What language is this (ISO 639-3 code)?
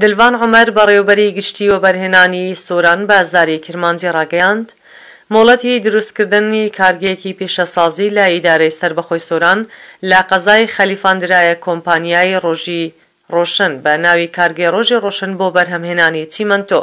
ckb